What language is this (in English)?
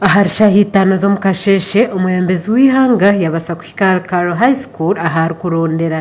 Nyankole